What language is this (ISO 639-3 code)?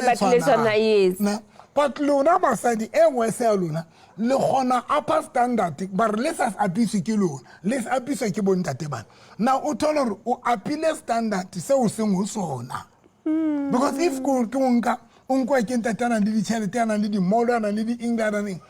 sot